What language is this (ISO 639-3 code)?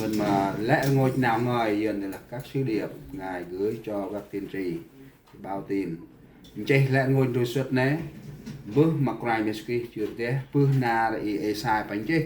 cmo